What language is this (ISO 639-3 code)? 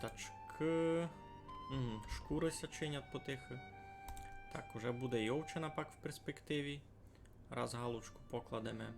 rue